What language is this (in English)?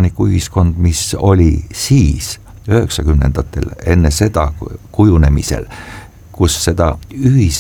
Estonian